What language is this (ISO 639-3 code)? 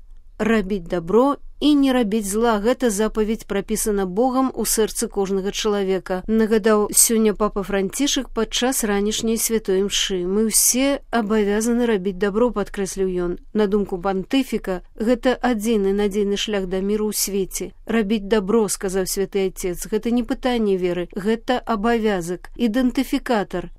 bel